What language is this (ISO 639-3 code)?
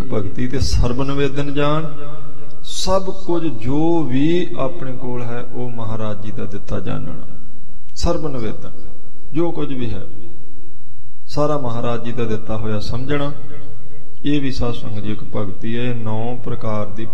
pan